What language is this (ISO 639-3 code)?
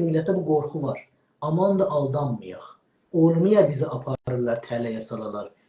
azb